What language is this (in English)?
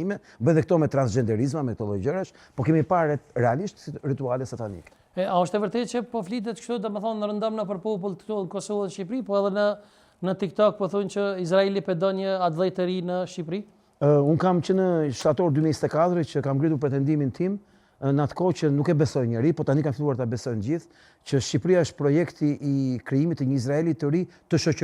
Albanian